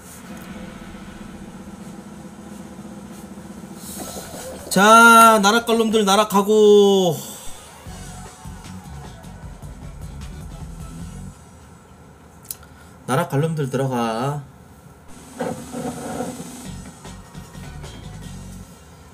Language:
Korean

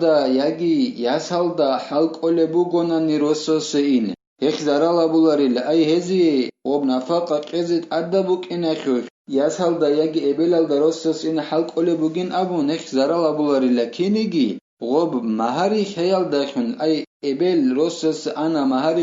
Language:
Avaric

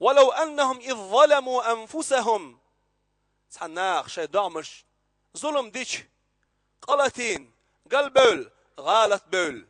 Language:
Chechen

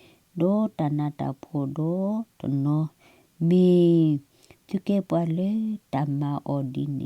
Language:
S'gaw Karen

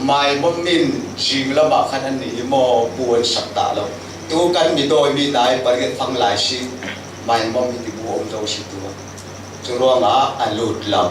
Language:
Falam Chin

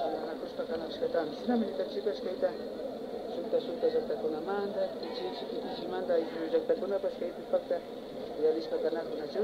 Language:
Imbabura Highland Quichua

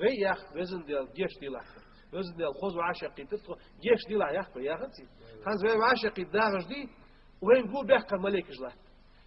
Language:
Ingush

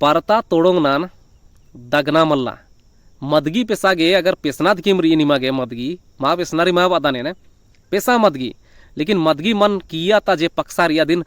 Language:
Kurukh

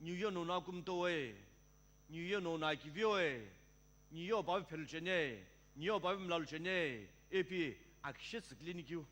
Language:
Sumi Naga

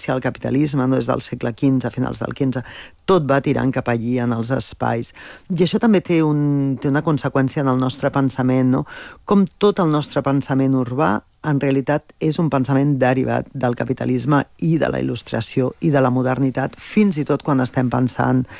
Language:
Catalan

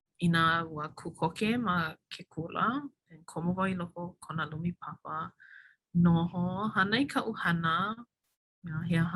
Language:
Hawaiian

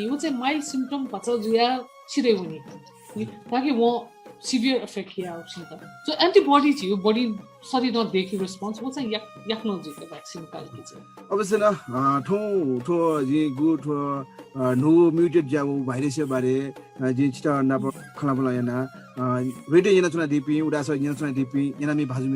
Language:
Newari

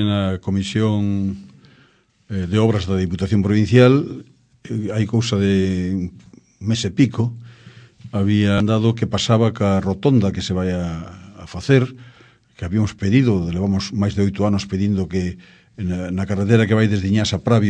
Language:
Galician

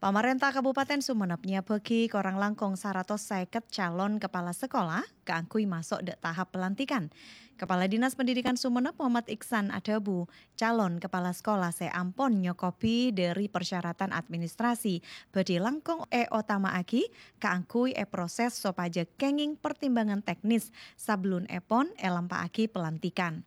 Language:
Madurese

